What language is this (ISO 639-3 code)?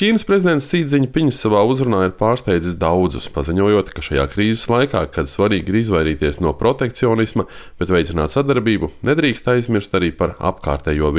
lav